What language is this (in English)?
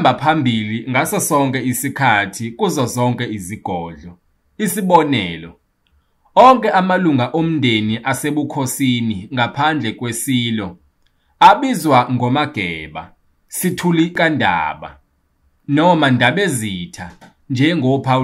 Zulu